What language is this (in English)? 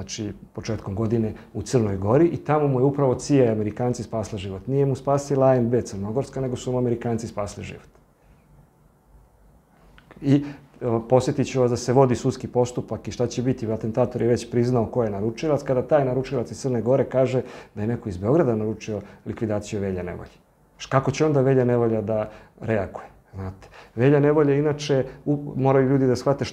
Serbian